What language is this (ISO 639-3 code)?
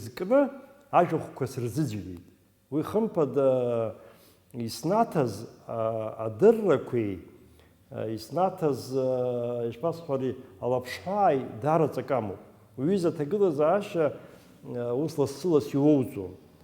abk